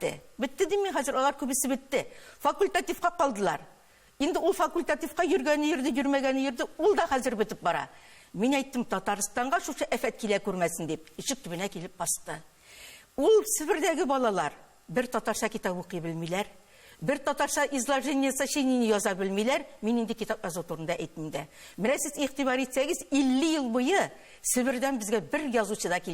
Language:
Tatar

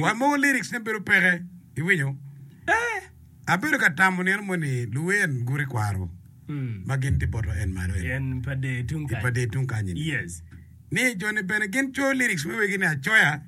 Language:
Acoli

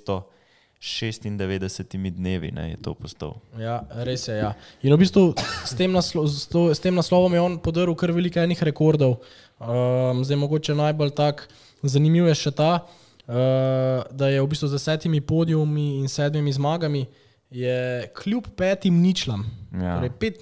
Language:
Slovenian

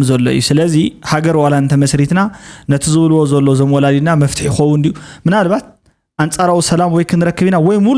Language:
Tigrinya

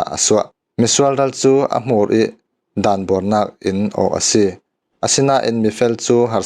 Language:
Falam Chin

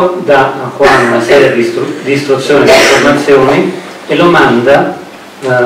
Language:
Italian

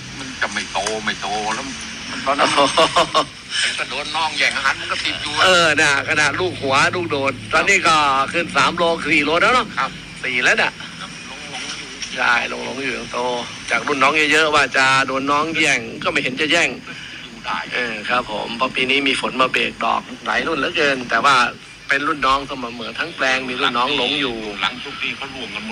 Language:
Thai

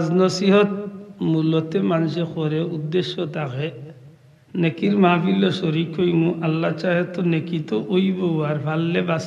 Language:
Sylheti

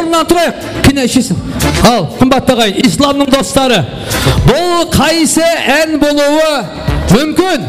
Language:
Kara-Kalpak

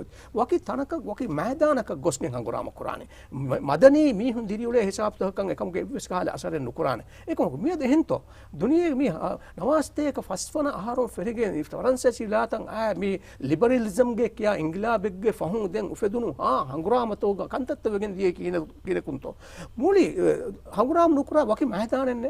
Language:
Divehi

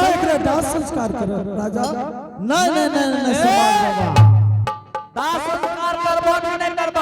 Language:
Angika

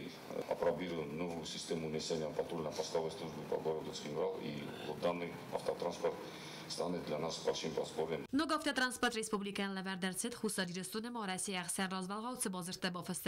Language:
Ossetic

